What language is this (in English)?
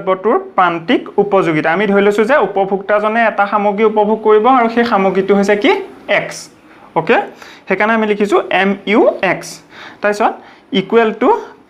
Assamese